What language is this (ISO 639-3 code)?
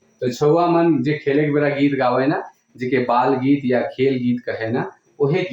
sck